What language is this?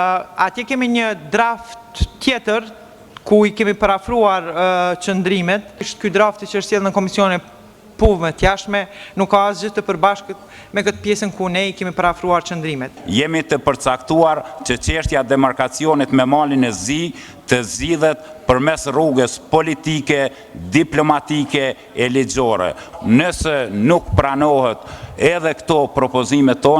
Albanian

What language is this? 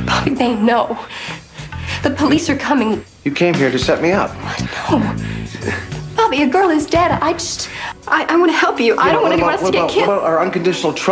English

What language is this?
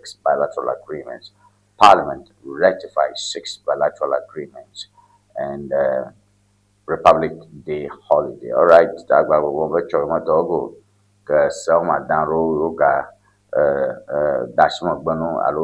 Ewe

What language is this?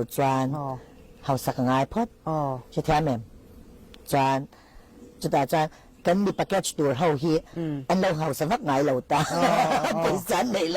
Mizo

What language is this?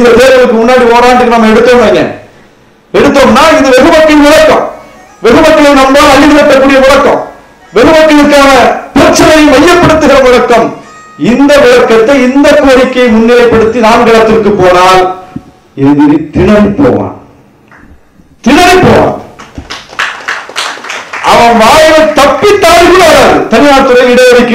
Tamil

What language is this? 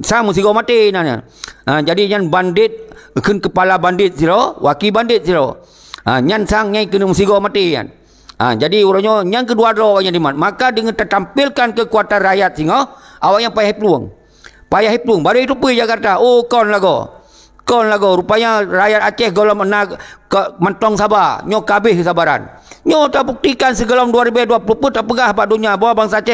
Achinese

